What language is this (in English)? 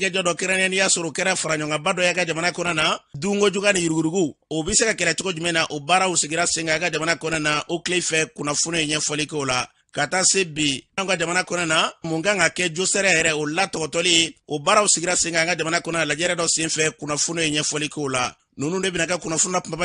Bambara